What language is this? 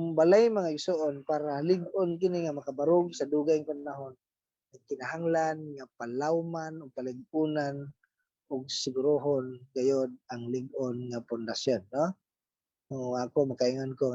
Cebuano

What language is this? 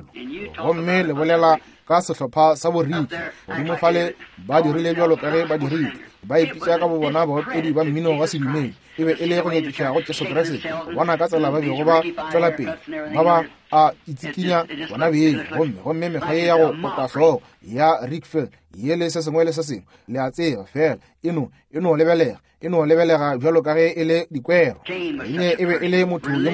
Northern Sotho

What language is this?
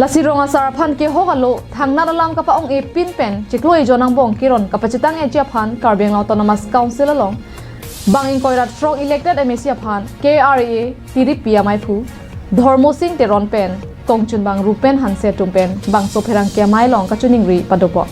Karbi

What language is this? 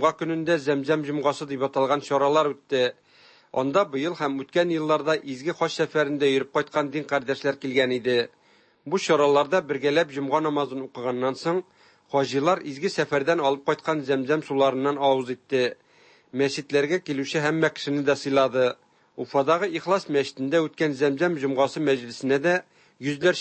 Tatar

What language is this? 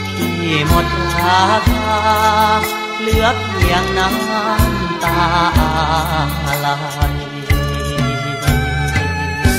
Thai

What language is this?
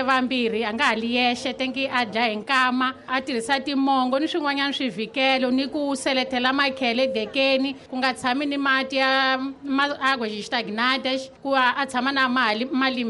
Tsonga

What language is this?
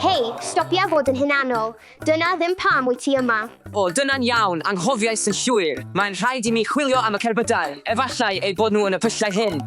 Welsh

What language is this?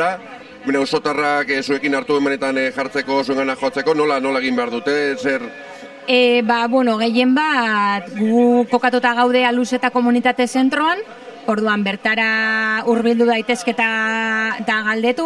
Basque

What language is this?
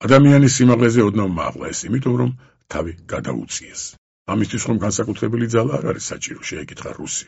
Georgian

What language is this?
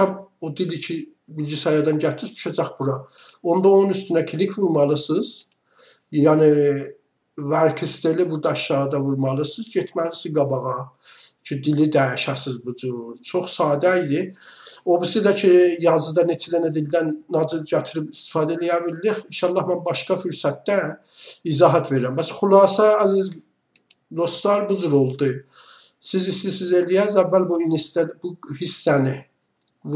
Azerbaijani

